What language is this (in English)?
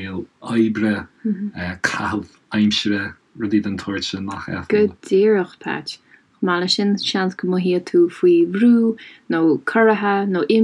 Irish